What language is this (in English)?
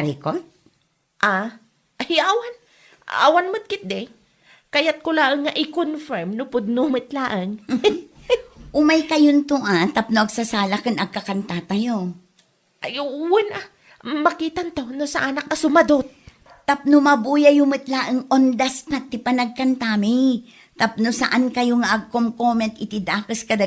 Iloko